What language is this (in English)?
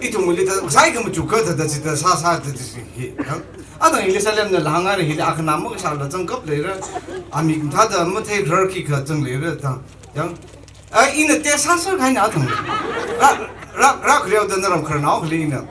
Tangkhul Naga (India)